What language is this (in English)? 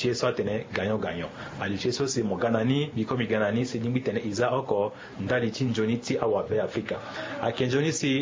Sango